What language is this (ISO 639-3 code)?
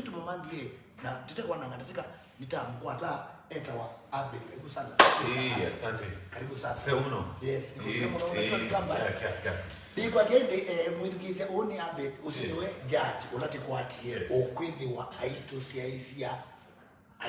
kam